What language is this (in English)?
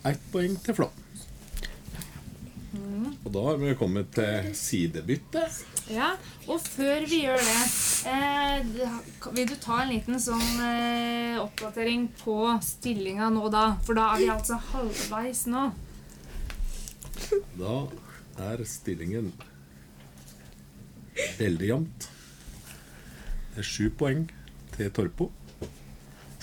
Norwegian